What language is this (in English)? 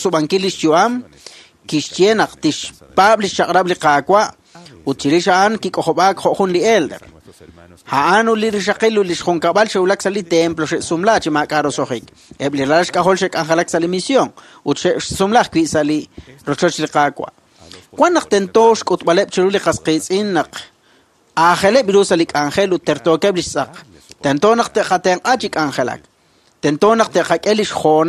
Kekchí